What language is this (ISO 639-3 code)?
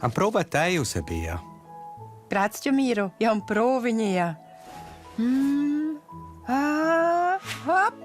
roh